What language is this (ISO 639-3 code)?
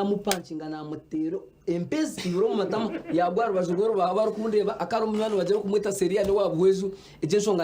nyn